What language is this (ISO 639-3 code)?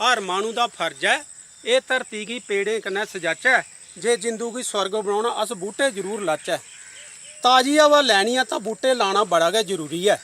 doi